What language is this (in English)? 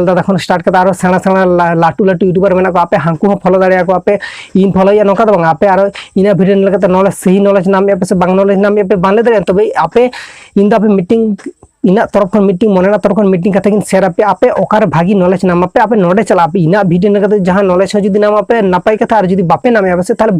Santali